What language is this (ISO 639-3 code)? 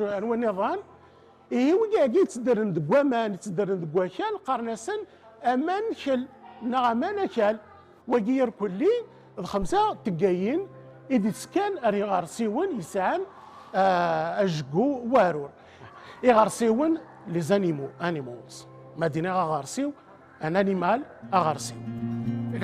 kab